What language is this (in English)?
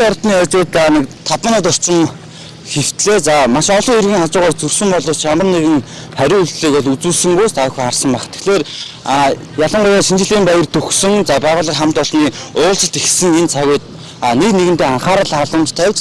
Mongolian